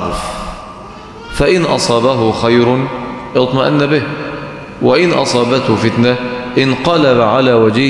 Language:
Arabic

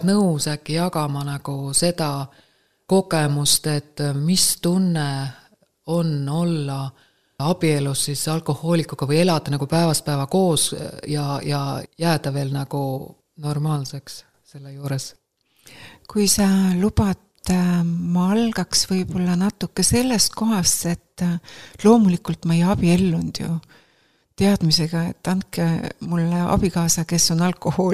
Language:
Estonian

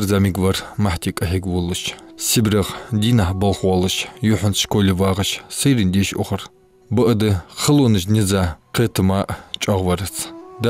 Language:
Ingush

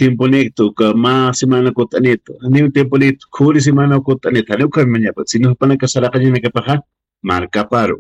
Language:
Aymara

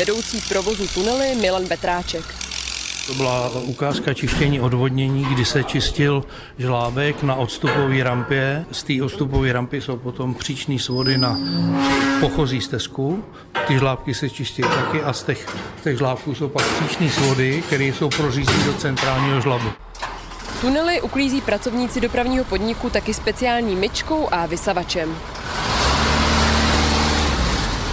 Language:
Czech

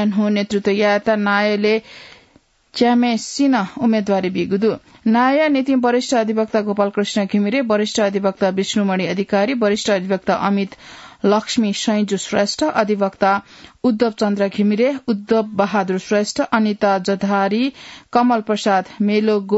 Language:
Newari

